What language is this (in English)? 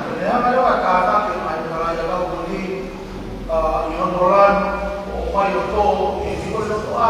Tongan